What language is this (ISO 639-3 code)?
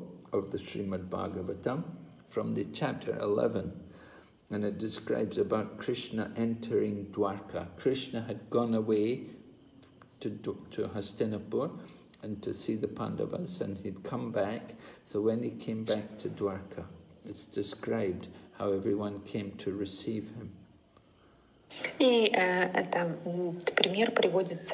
eng